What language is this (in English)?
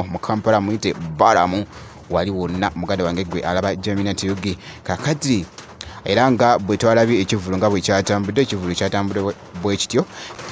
Ganda